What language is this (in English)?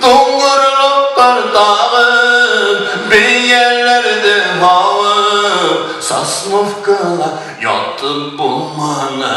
Bashkir